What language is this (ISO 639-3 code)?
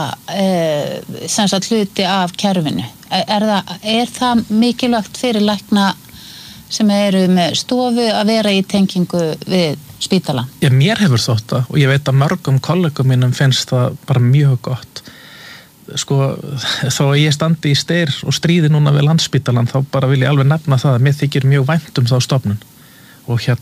isl